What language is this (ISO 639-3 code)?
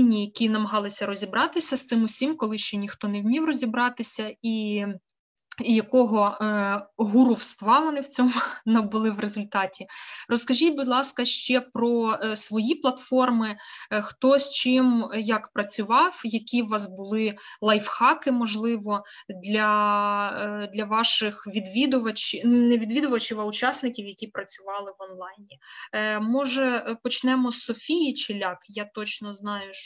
ukr